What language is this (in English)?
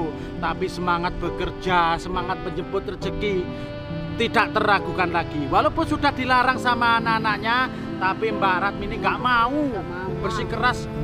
Indonesian